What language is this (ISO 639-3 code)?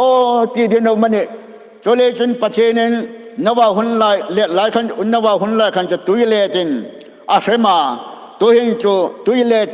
hmr